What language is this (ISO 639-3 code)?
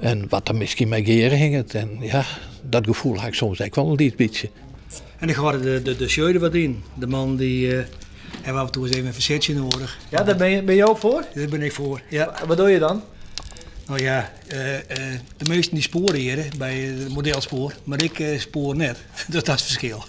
fry